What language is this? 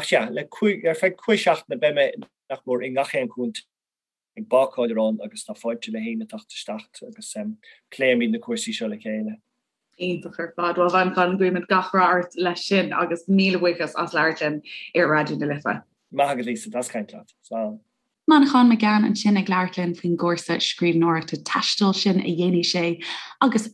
Irish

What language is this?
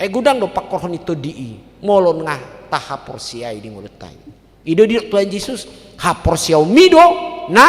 Batak Toba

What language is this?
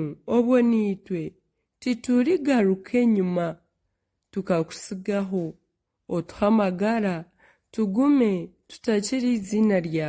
Nyankole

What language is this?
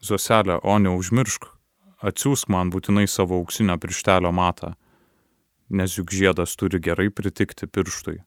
Lithuanian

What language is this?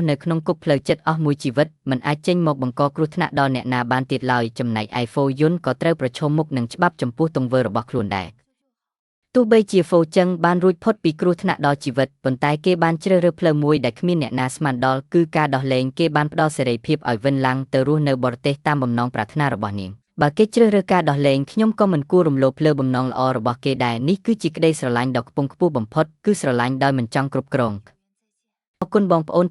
Khmer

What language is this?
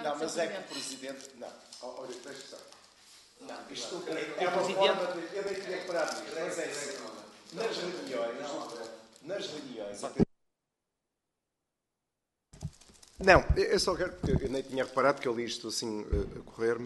Portuguese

